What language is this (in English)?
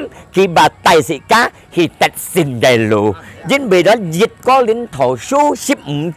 Hakka Chinese